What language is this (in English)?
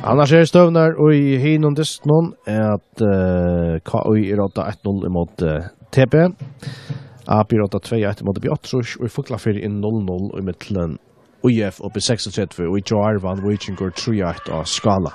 Faroese